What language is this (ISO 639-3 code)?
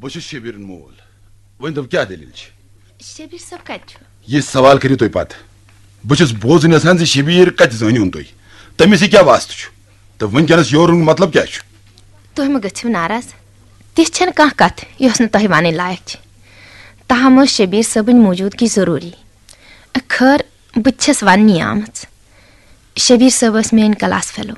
kas